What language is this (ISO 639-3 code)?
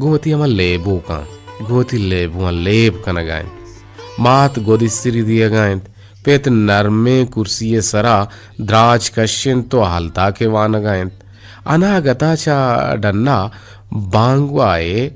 bgp